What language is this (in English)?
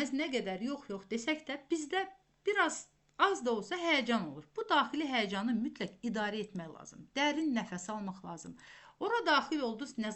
Azerbaijani